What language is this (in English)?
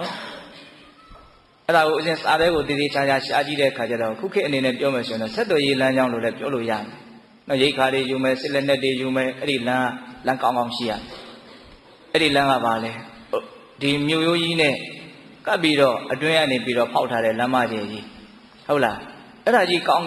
Burmese